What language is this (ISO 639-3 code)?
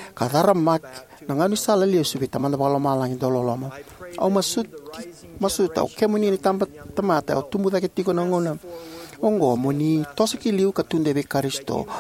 fij